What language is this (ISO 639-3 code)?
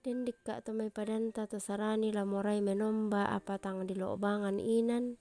sda